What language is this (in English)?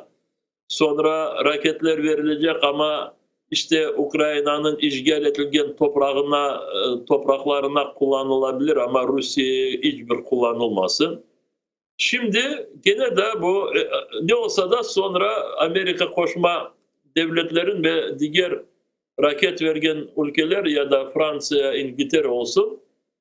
Crimean Tatar